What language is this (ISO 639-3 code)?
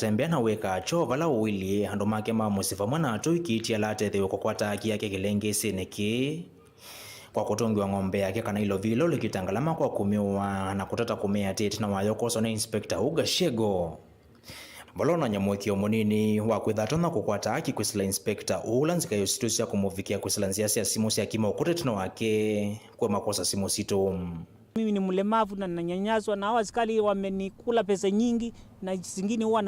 kam